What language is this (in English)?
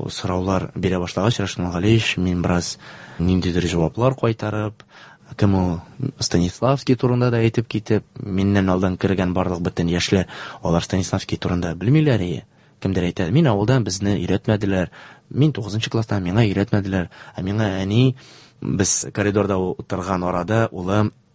Tatar